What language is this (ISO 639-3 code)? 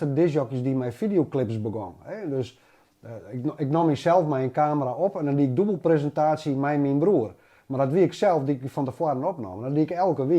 fry